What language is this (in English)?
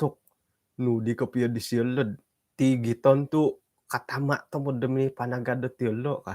Central Dusun